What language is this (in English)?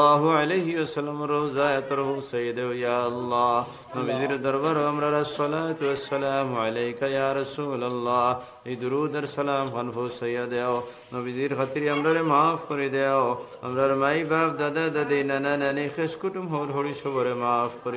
Sylheti